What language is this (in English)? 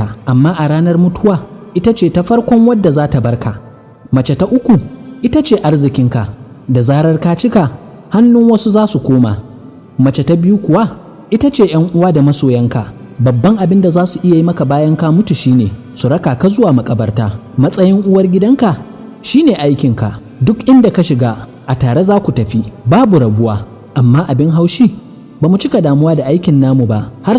Hausa